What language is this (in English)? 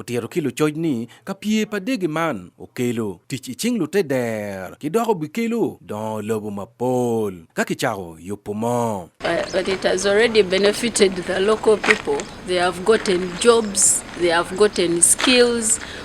Acoli